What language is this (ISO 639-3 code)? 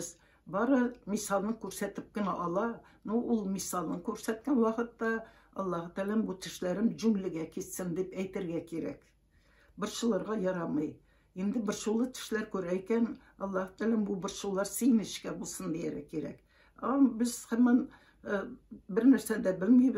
tat